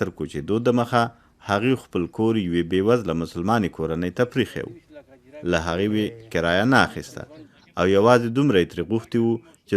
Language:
Pashto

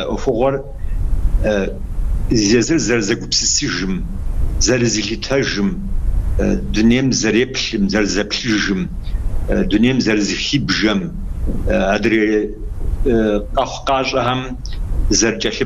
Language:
Kabardian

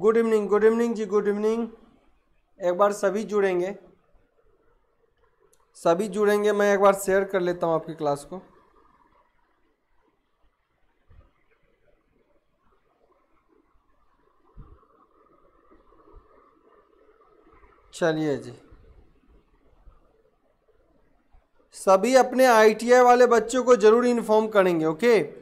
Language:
Hindi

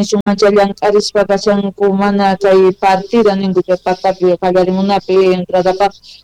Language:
South Bolivian Quechua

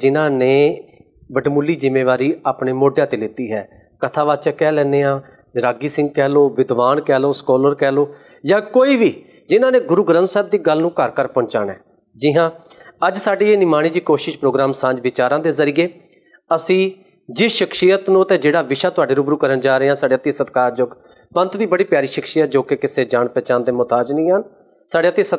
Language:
Punjabi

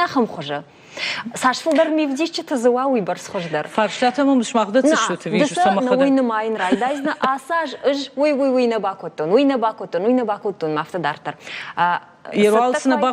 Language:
Ossetic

